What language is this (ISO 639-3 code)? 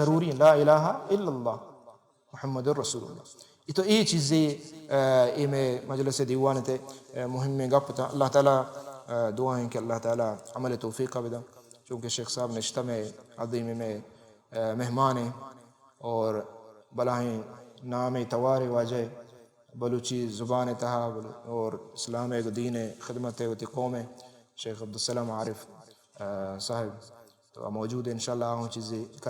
bal